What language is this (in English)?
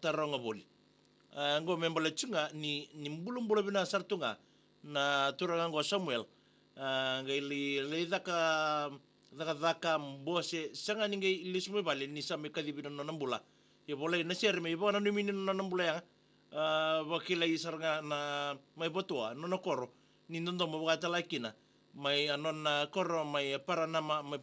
Fijian